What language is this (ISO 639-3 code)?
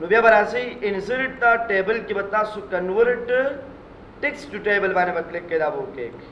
pus